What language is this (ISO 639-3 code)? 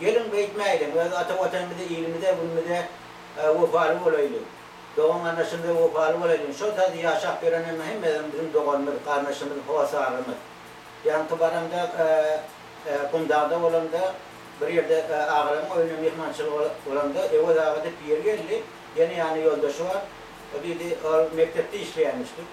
tuk